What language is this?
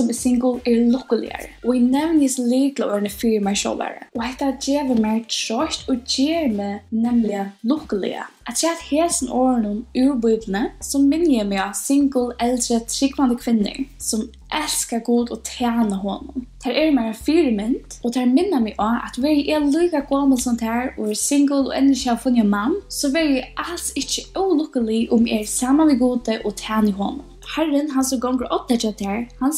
Faroese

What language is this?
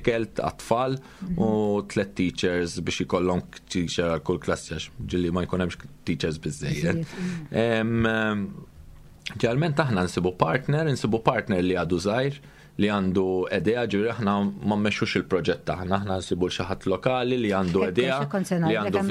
Maltese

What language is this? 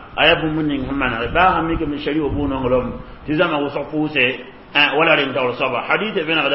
Mossi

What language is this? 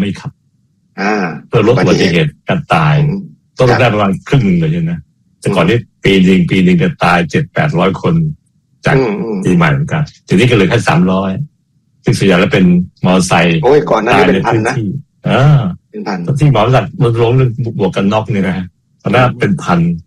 Thai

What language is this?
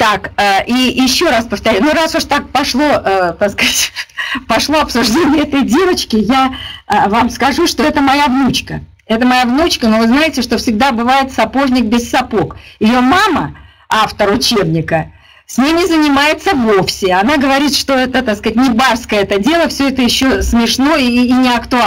Russian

